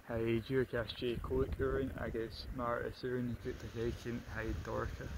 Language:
Scottish Gaelic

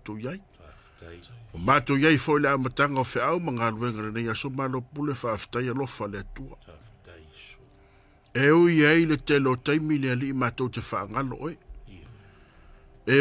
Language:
Samoan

